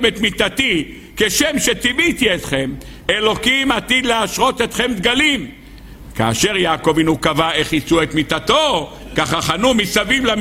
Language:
Hebrew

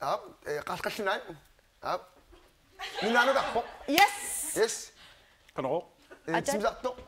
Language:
Kalaallisut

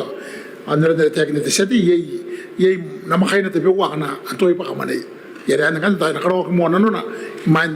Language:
Gilbertese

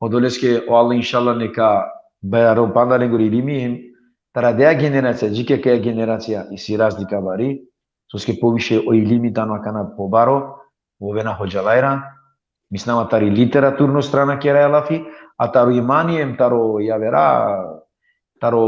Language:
Balkan Romani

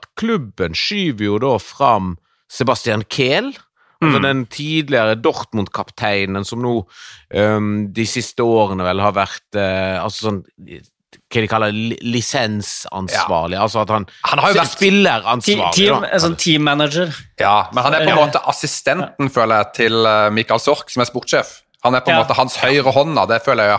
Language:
Norwegian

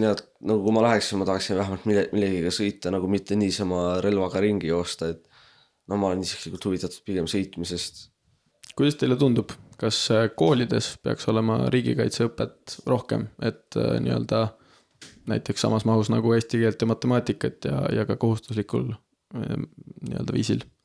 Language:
Estonian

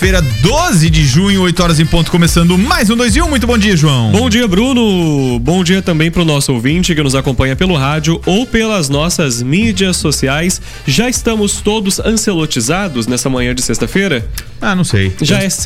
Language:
Portuguese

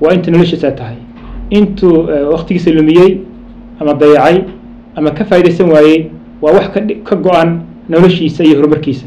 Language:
Somali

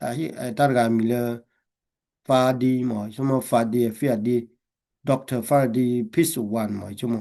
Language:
S'gaw Karen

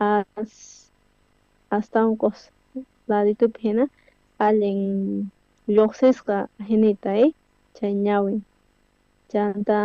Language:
South Bolivian Quechua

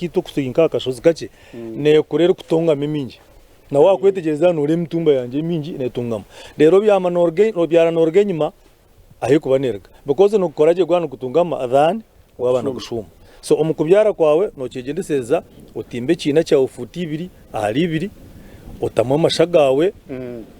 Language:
Nyankole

